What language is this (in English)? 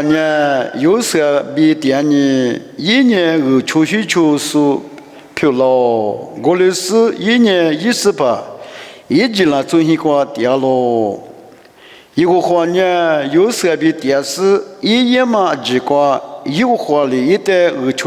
Lisu